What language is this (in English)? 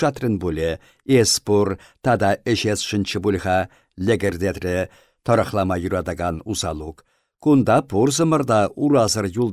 Chuvash